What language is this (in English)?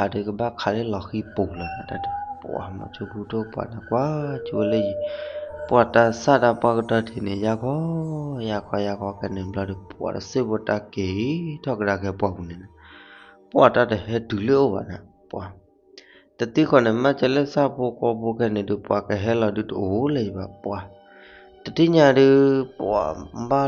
S'gaw Karen